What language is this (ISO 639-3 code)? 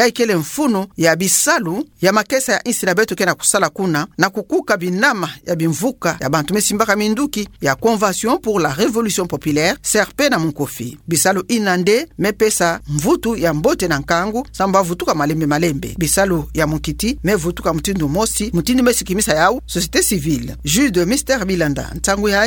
ktu